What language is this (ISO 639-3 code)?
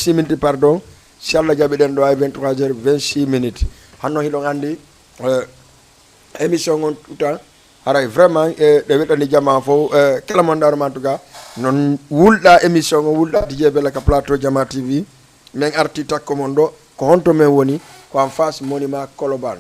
ful